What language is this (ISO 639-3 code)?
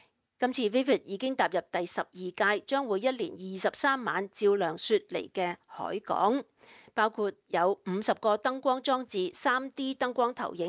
yue